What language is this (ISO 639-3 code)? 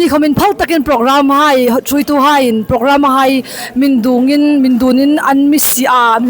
hmr